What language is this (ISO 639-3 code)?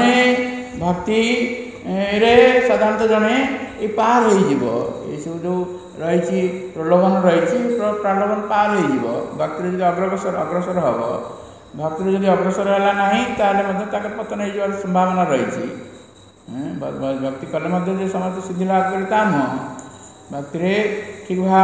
ori